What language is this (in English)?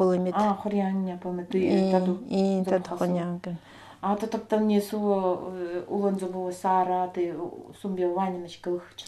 Nanai